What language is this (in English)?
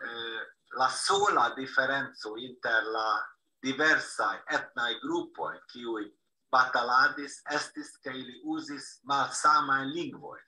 Esperanto